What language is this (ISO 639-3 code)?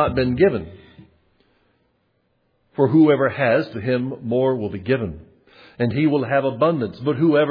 eng